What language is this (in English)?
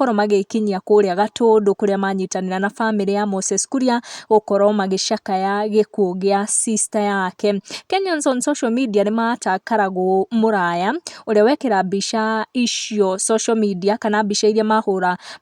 Kikuyu